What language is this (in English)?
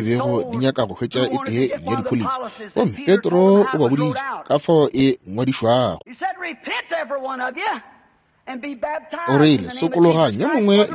Northern Sotho